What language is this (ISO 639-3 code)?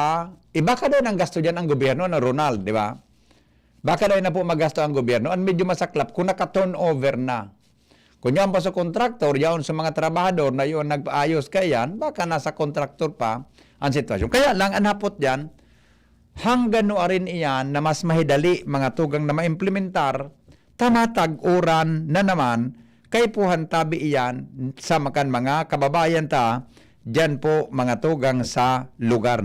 bik